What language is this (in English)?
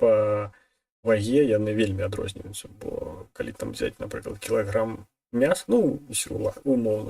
Belarusian